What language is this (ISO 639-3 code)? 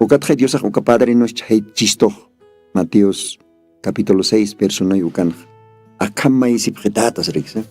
aym